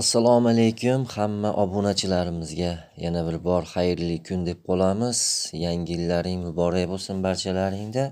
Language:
Uzbek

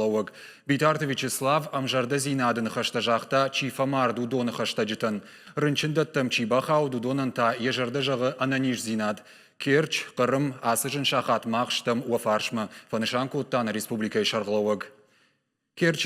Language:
Ossetic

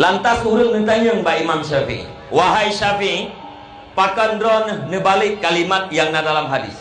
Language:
Achinese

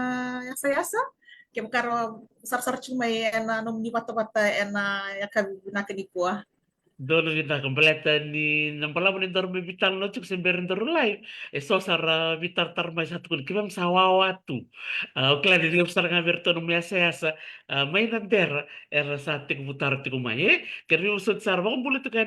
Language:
Fijian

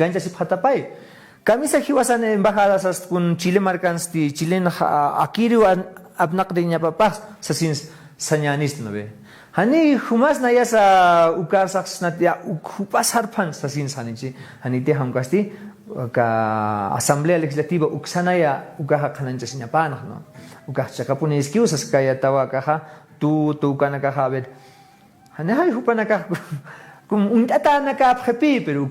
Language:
Aymara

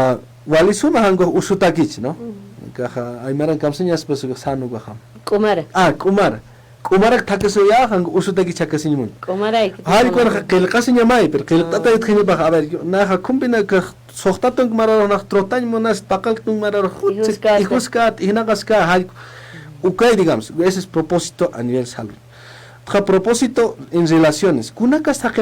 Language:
Aymara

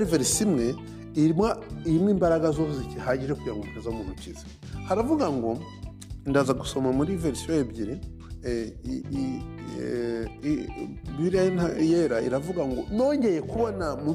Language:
Kinyarwanda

